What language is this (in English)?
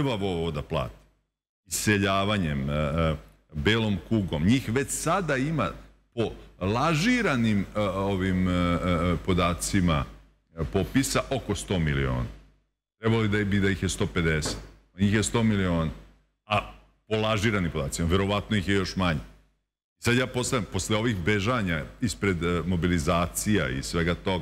Serbian